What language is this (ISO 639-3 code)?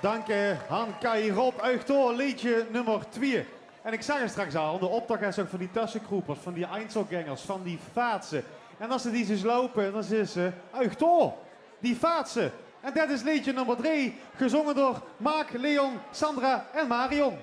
lim